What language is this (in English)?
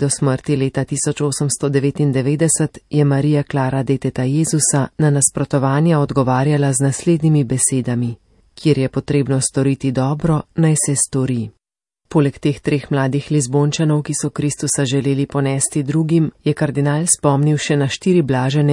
Slovenian